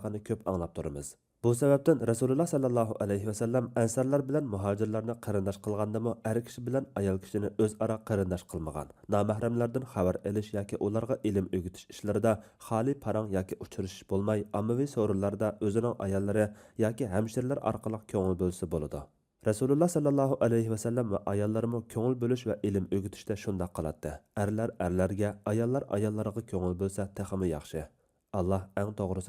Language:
Uyghur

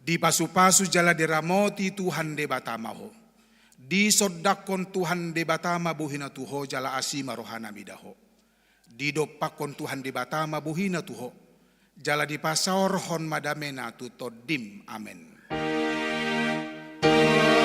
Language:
Batak Toba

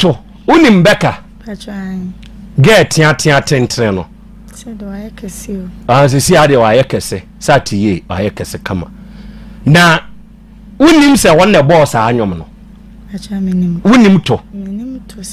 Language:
Akan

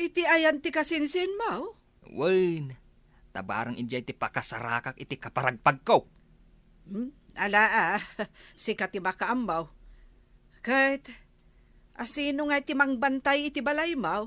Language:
Iloko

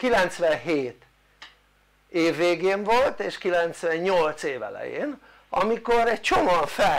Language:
Hungarian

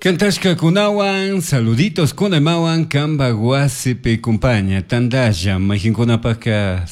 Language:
Chimborazo Highland Quichua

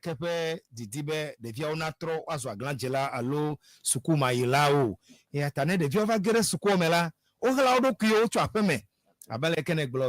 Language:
Ewe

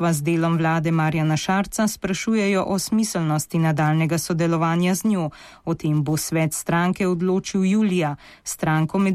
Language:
Slovenian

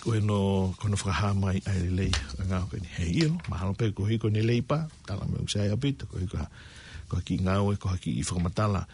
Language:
Tongan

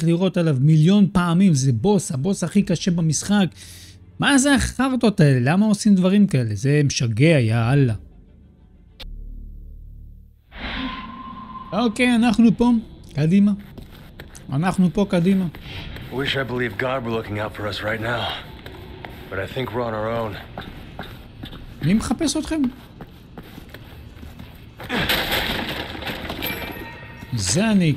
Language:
Hebrew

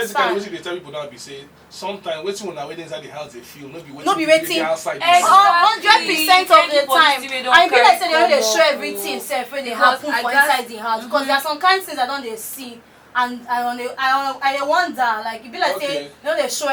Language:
Nigerian Pidgin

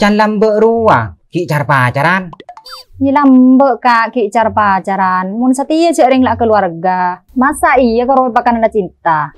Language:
Madurese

